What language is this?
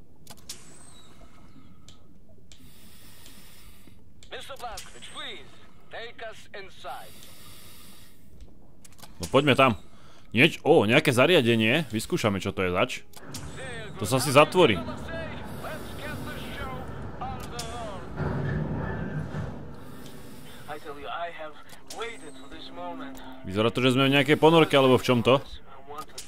Slovak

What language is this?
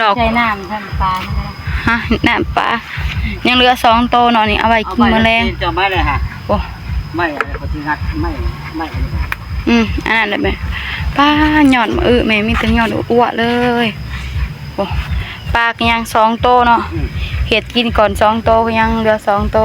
Northeastern Thai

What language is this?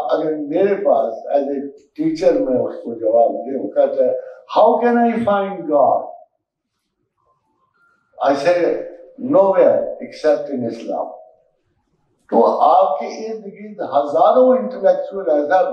Urdu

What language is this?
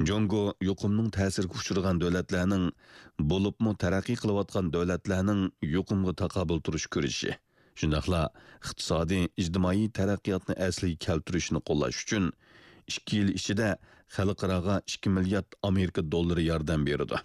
Uyghur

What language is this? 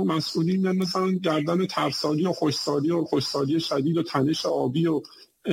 Persian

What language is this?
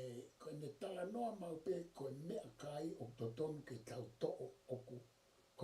Tongan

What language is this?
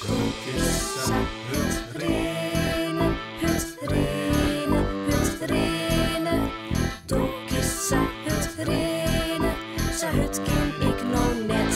Western Frisian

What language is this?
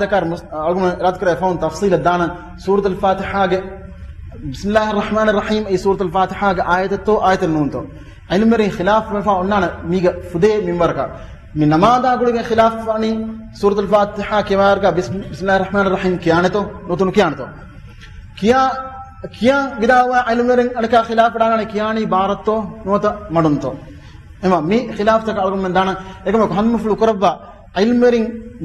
Divehi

